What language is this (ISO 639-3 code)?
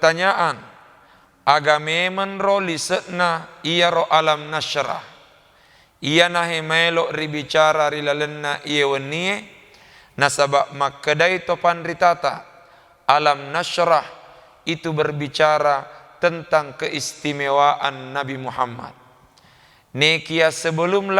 bug